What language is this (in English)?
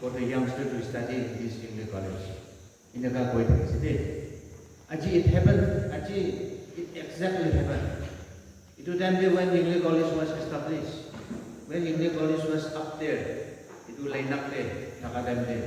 Naga Pidgin